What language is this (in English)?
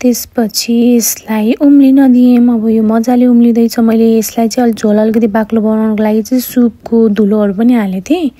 Nepali